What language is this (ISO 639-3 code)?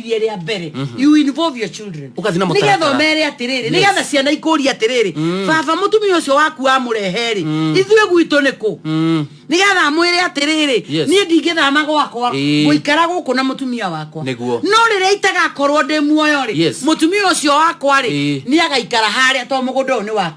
kik